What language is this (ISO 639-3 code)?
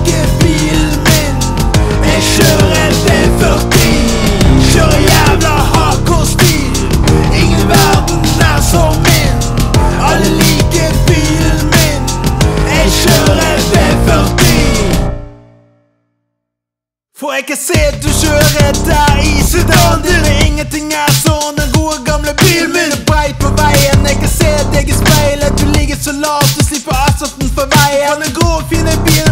nor